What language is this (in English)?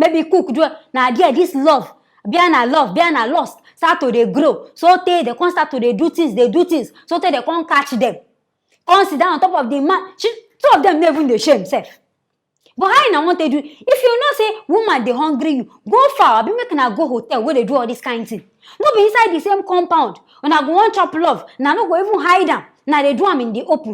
Nigerian Pidgin